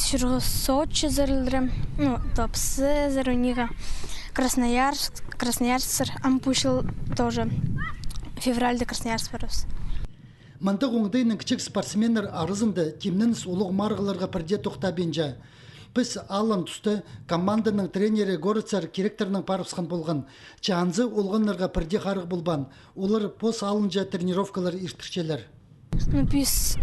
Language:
Khakas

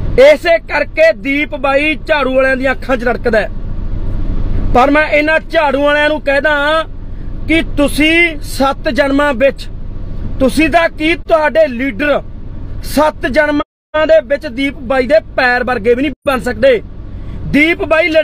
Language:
Punjabi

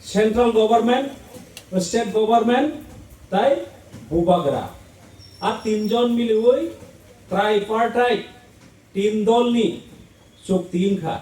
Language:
Kok Borok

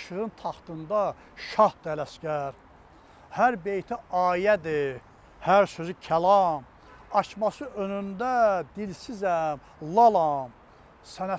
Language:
Azerbaijani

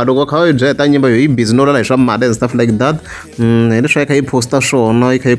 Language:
Tsonga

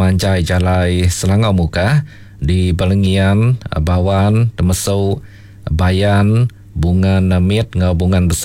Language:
Iban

